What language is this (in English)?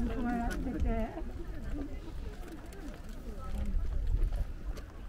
Japanese